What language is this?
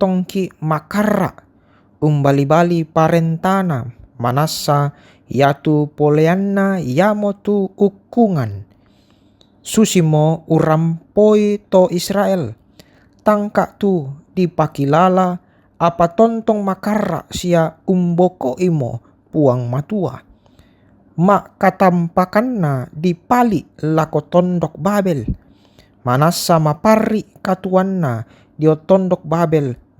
Toraja-Sa'dan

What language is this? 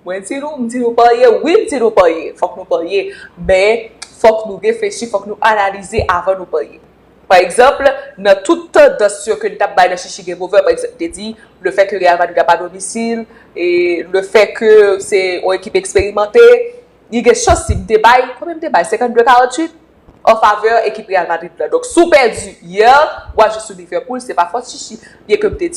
Haitian Creole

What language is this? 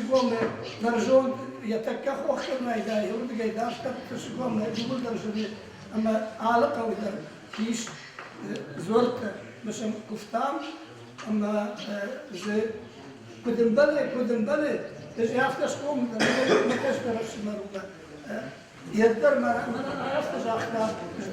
Ossetic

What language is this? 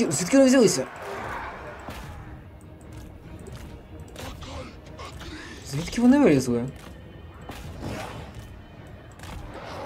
Ukrainian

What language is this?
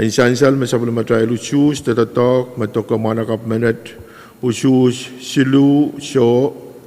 Pohnpeian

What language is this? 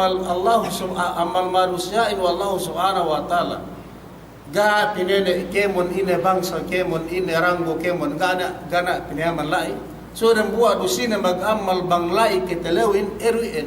Yakan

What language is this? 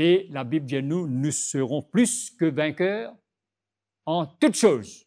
Morisyen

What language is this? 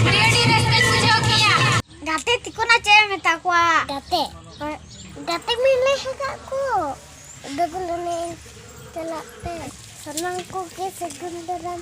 Santali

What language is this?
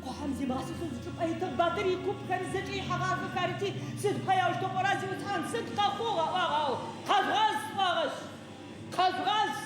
Adyghe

